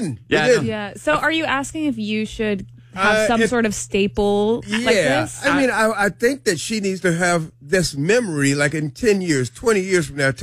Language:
English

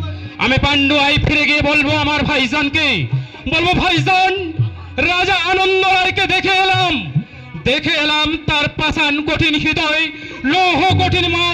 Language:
Bangla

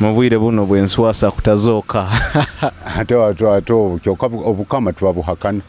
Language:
Nyoro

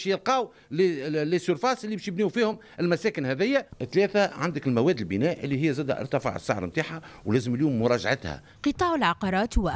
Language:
Tunisian Arabic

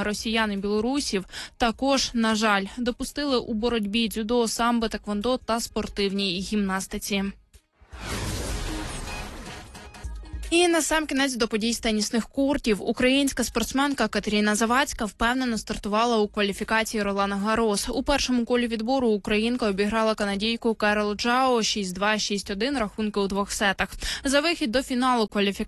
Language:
Ukrainian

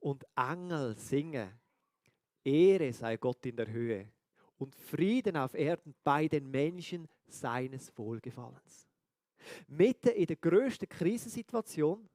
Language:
Swiss German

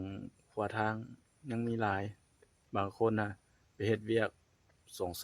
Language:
Lao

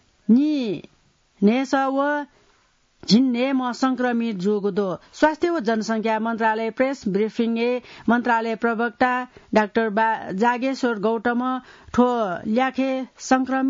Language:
Newari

